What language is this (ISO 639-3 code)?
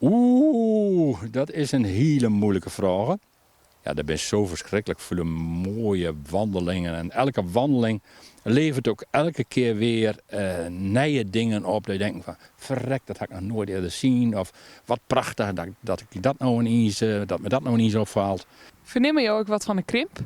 fry